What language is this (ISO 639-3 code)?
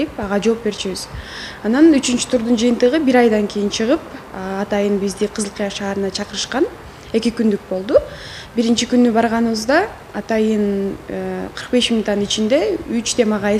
kir